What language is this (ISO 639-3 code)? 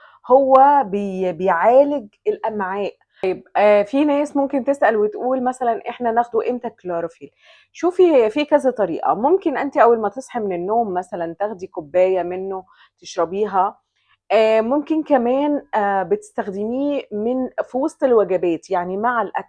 arz